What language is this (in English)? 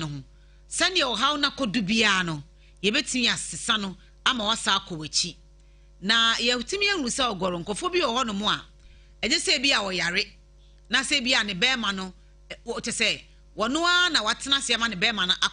Akan